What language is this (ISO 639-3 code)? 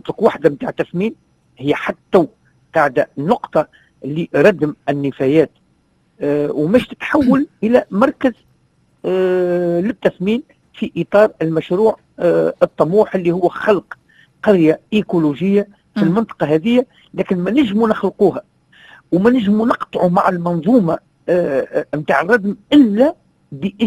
aeb